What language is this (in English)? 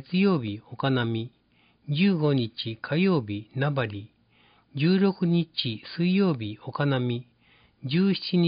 Japanese